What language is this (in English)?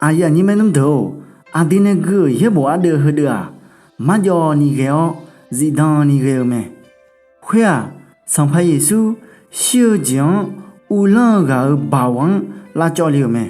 Akha